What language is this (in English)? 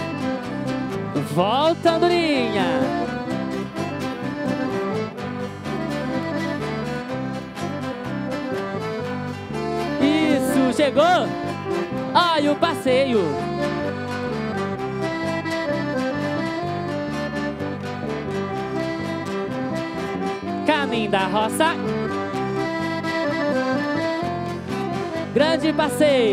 Portuguese